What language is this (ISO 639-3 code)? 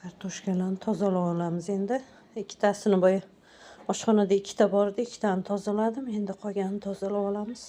uzb